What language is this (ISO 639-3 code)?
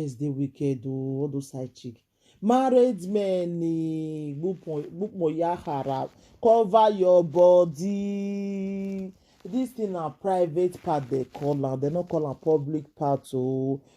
pcm